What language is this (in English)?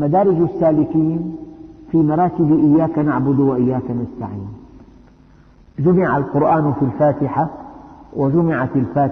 Arabic